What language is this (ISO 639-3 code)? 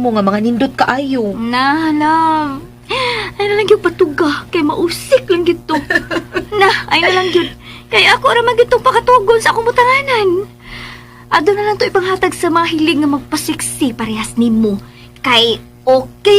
ceb